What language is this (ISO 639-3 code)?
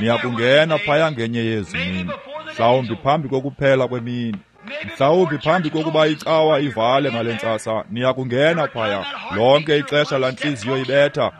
xho